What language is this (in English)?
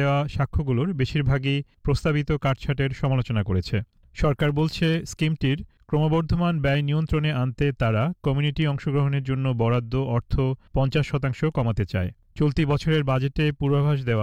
Bangla